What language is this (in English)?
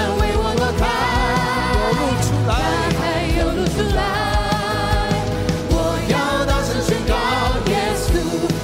Chinese